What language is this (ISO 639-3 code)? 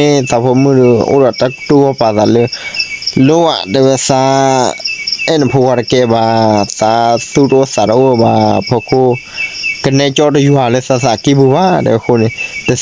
ksw